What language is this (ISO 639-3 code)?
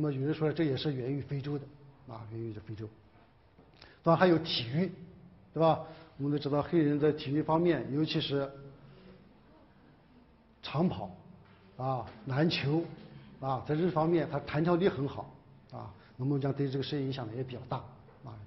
zho